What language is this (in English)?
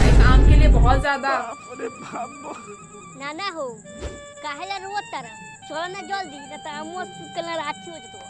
Bhojpuri